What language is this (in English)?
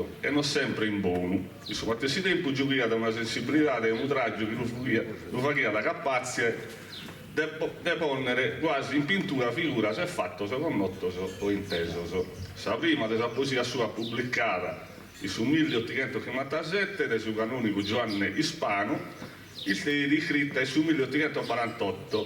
Sardinian